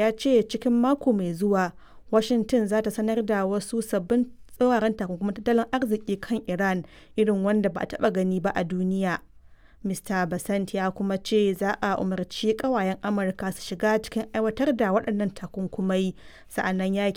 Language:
Hausa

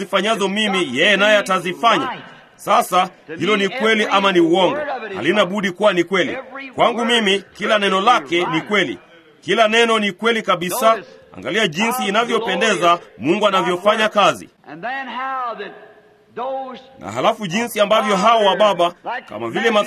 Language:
Swahili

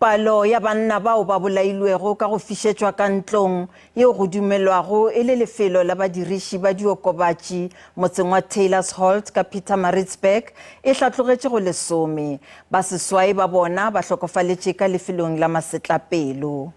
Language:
Northern Sotho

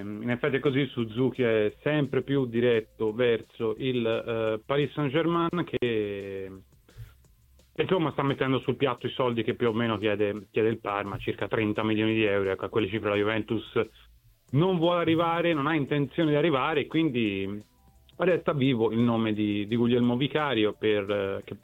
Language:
Italian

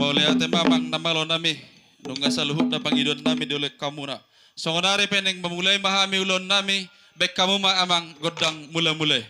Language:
Batak Toba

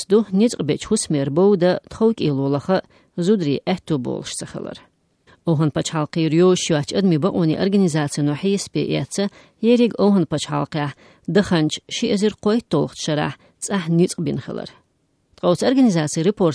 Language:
Chechen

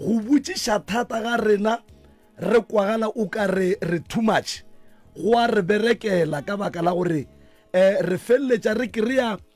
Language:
Northern Sotho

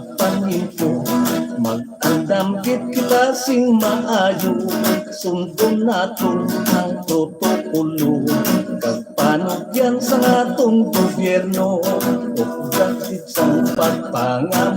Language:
Hiligaynon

